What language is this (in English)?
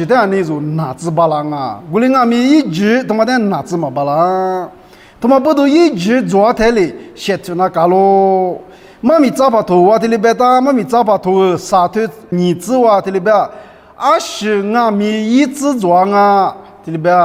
Lisu